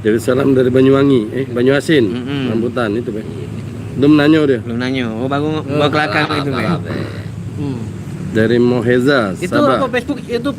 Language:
Musi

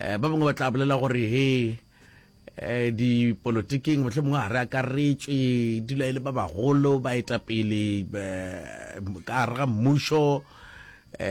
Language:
Northern Sotho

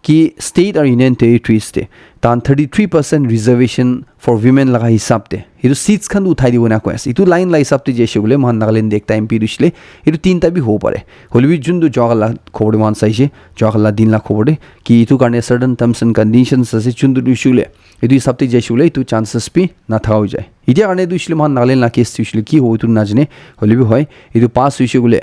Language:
Naga Pidgin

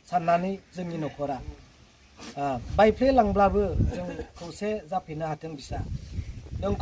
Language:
Bodo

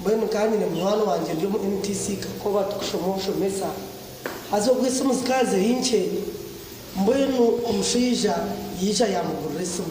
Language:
Nyankole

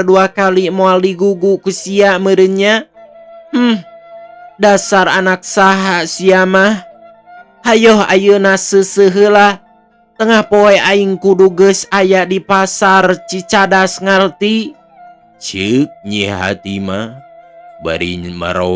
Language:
Sundanese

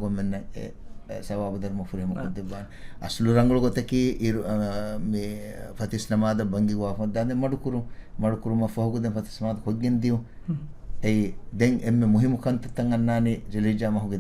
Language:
Divehi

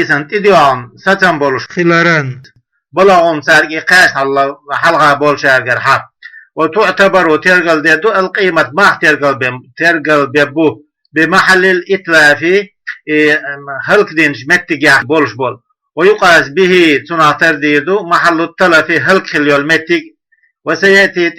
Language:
Chechen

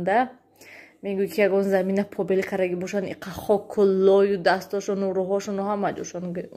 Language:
Tajik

